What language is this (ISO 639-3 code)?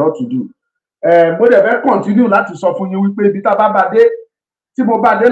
yor